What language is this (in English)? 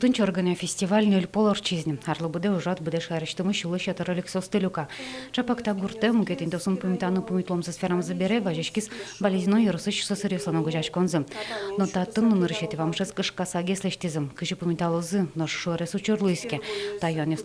Udmurt